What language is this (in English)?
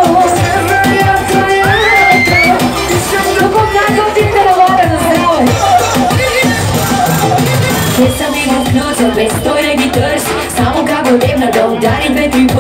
Bulgarian